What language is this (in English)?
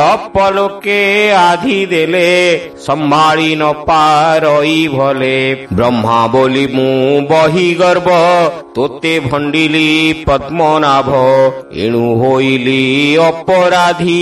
Odia